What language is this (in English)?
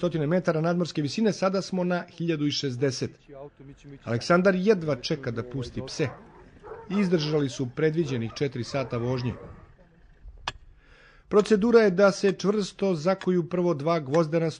Serbian